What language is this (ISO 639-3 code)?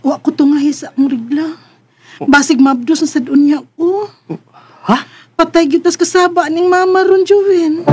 ceb